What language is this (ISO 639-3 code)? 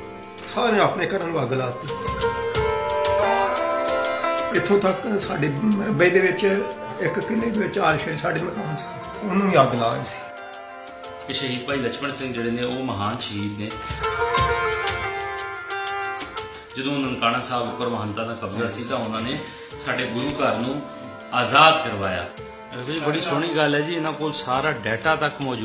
pan